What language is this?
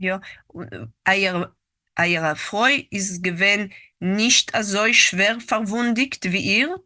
Yiddish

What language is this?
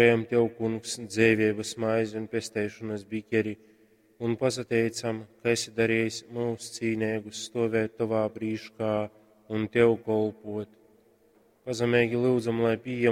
Latgalian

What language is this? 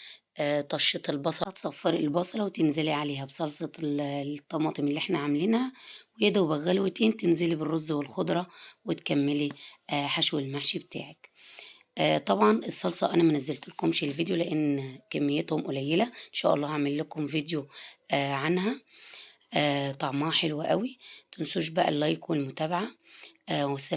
Egyptian Arabic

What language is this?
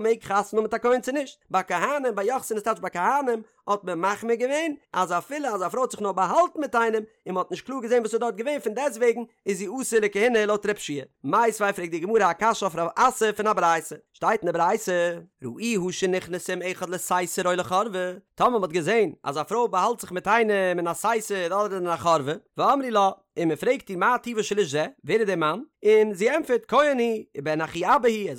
Yiddish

